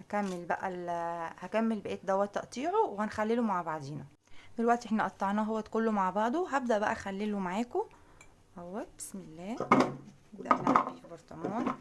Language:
Egyptian Arabic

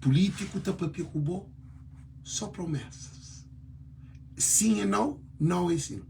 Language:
Kabuverdianu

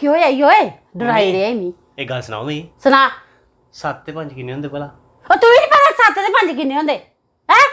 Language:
Dogri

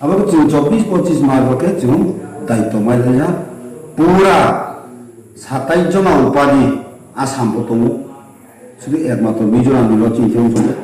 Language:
Riang (India)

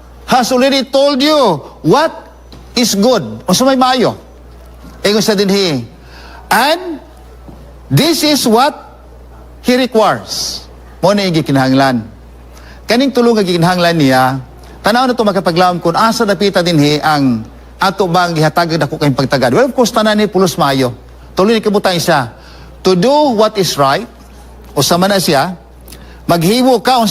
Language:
Cebuano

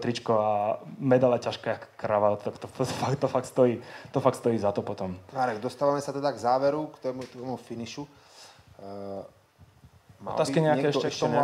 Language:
Slovak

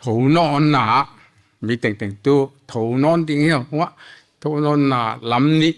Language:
Paite Chin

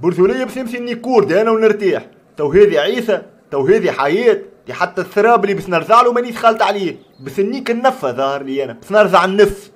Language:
Tunisian Arabic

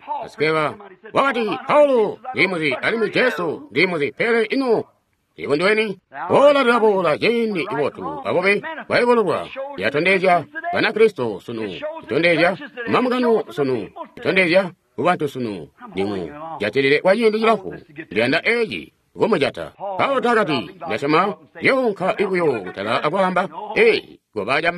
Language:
Tonga (Zambia)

